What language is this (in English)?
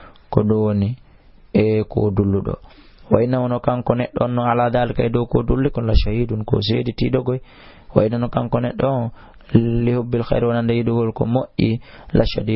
Fula